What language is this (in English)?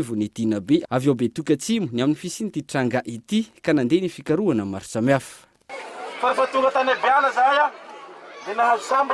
Malagasy